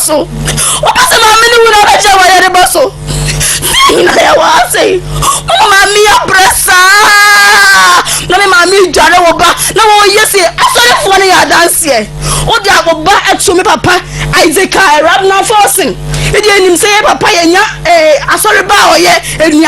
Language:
Akan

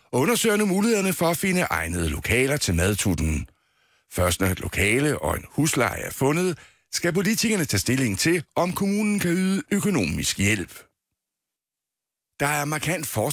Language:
Danish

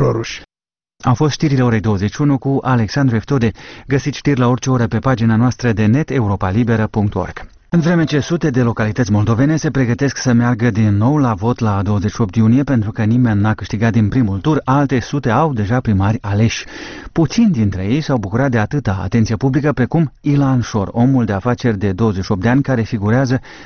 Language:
Romanian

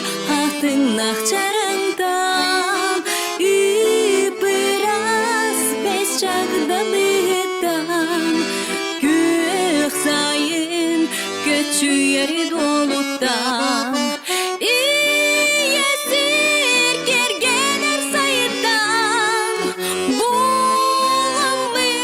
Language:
Yakut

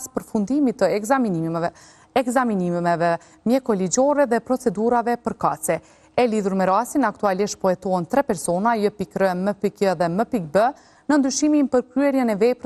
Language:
Albanian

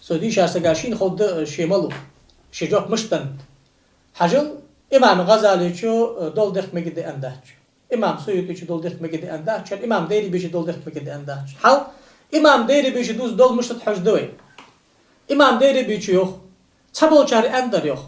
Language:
Ingush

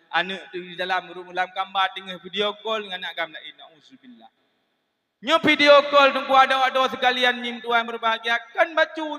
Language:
Achinese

